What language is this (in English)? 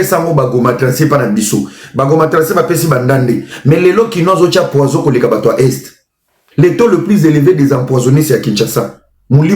Lingala